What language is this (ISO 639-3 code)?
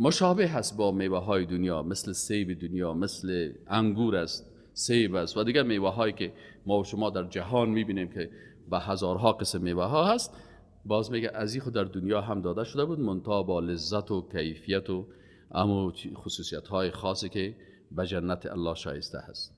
fas